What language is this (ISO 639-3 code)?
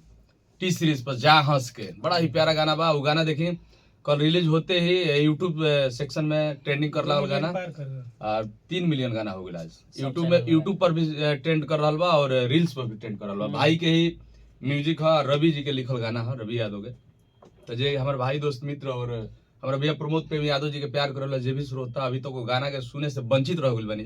bho